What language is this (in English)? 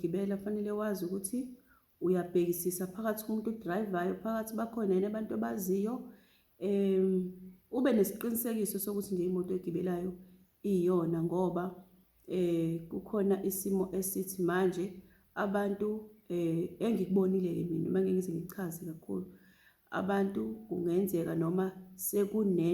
Zulu